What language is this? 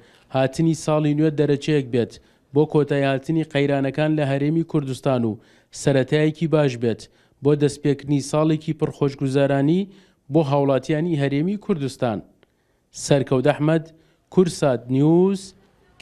Central Kurdish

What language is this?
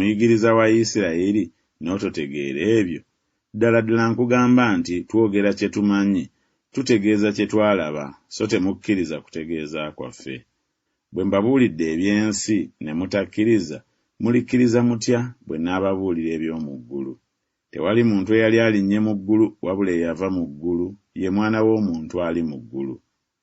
Ganda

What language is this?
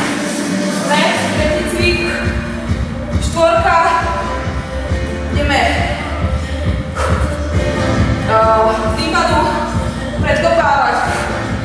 Slovak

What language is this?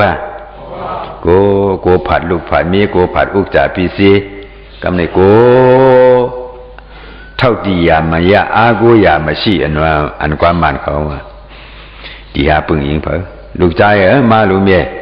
Shan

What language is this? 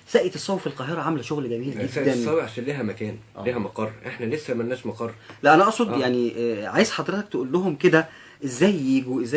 Egyptian Arabic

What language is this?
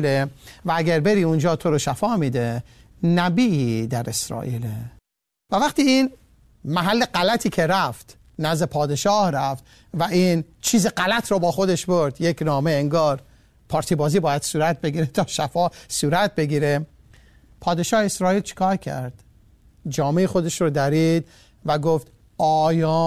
Persian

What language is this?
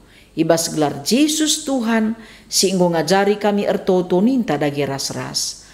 Batak Karo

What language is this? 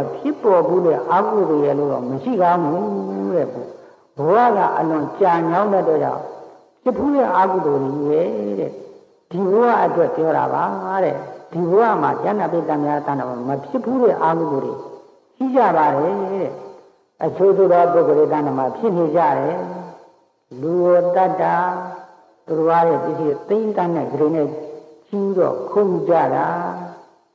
Burmese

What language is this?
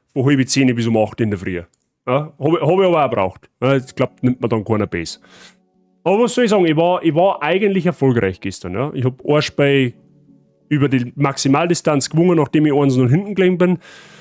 Bavarian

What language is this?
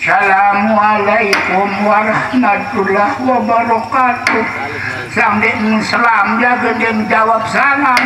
Sasak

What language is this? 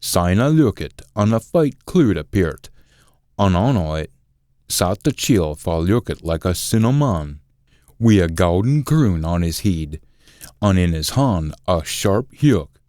Scots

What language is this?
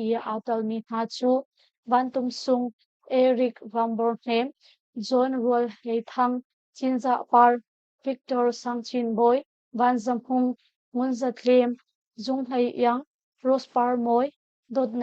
Hakha Chin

